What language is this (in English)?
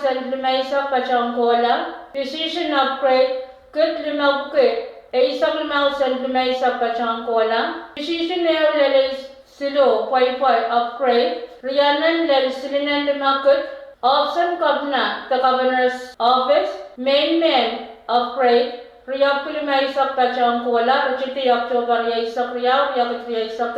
Pohnpeian